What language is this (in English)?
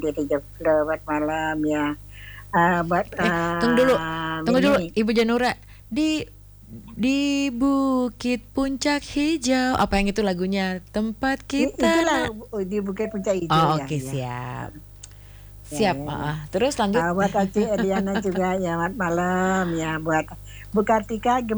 Indonesian